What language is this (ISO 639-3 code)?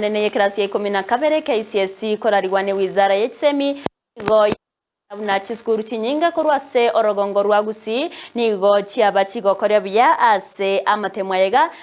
guz